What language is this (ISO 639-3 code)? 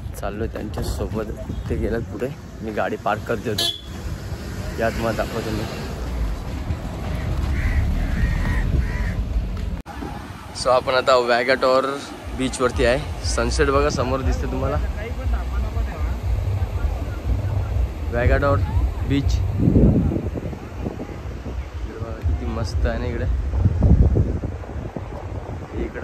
mar